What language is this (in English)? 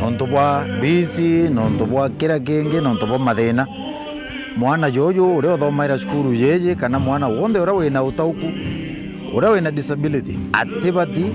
Meru